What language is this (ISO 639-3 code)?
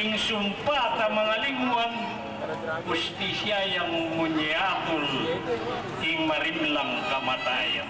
pam